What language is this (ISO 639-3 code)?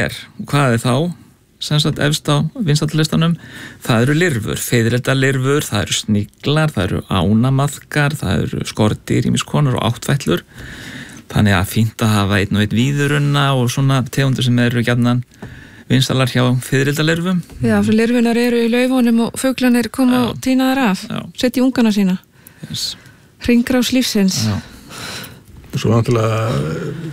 isl